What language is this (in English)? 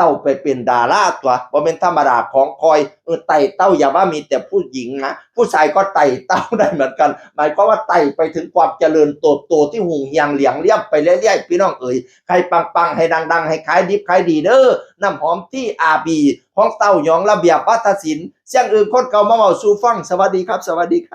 Northeastern Thai